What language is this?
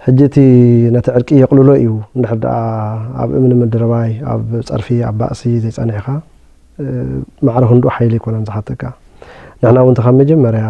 Tigrinya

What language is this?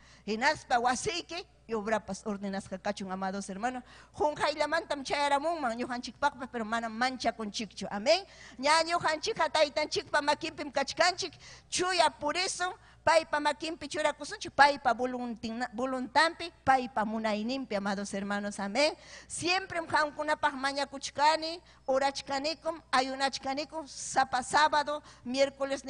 Ayacucho Quechua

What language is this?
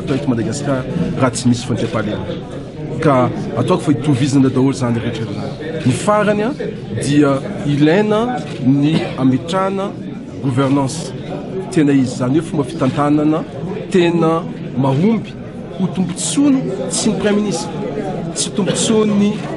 Malagasy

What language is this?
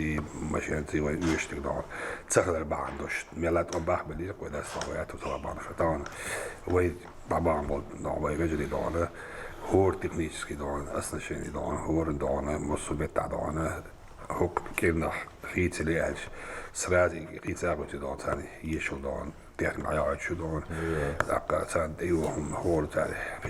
Chechen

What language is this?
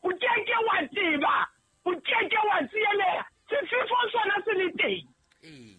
Southern Sotho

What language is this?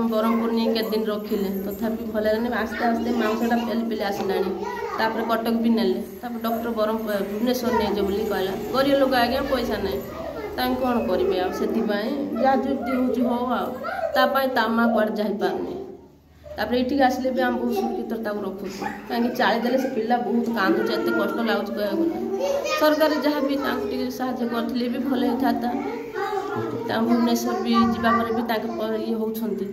Odia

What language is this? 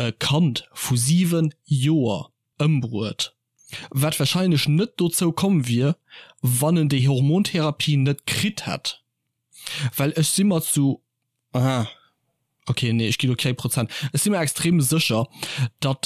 Luxembourgish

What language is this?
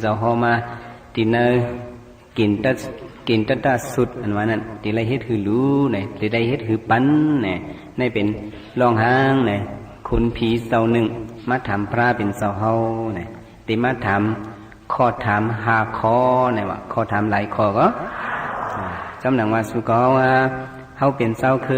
Shan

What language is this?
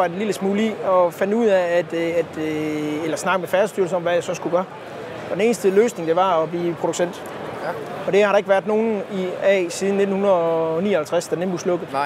Danish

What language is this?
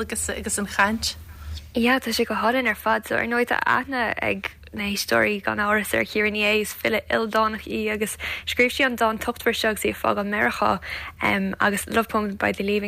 Irish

